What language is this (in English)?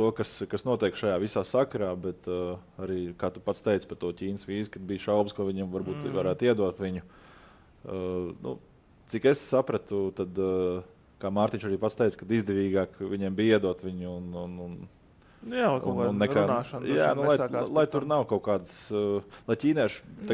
Latvian